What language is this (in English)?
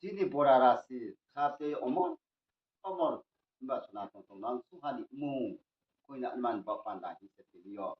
Riang (India)